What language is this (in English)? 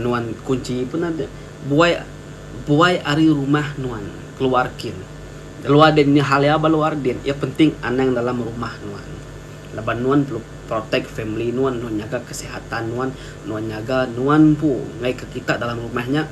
Iban